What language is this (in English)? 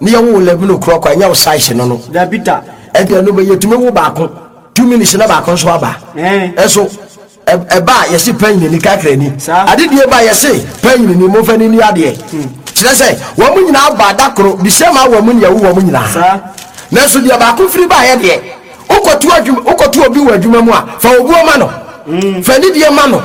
Akan